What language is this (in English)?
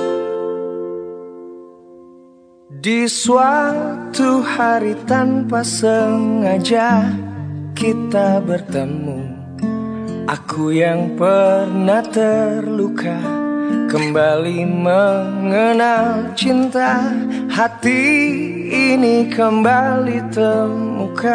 Indonesian